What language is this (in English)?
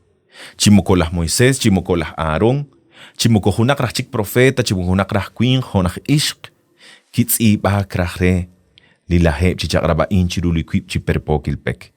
Kekchí